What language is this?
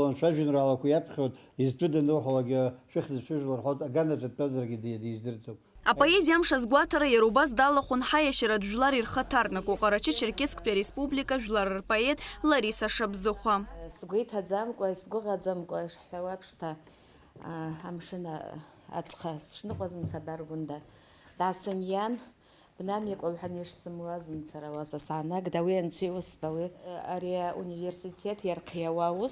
Abkhazian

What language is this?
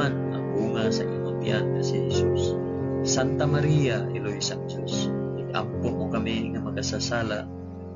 Hiligaynon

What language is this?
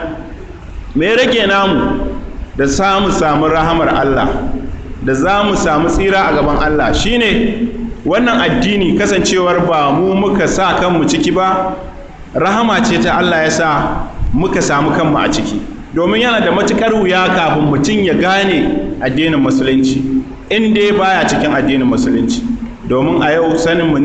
Hausa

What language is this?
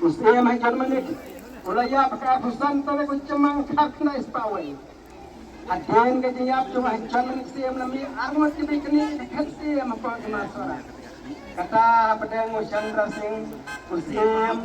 Khasi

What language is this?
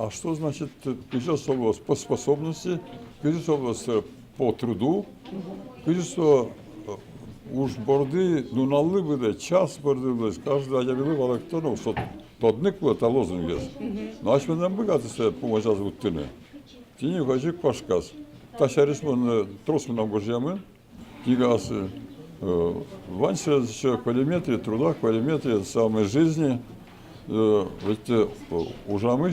Udmurt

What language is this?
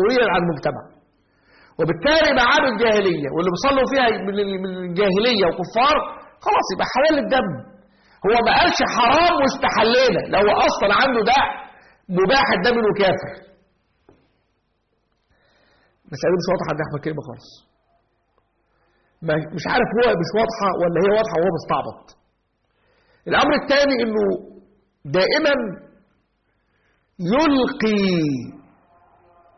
Egyptian Arabic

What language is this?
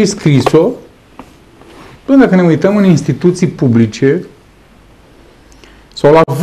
Romanian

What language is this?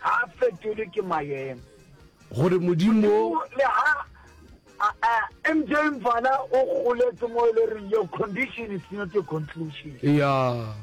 Northern Sotho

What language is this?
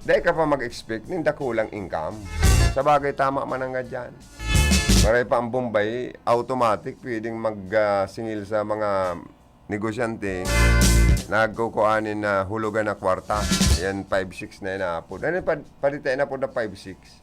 Bikol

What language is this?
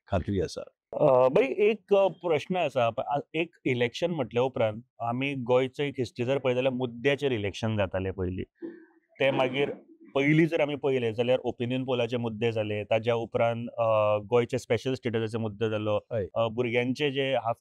Konkani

